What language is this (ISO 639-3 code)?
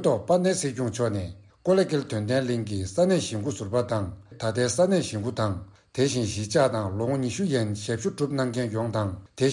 bod